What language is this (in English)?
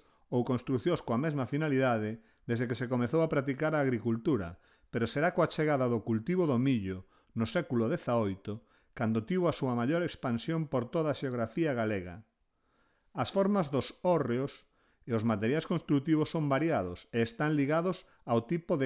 Galician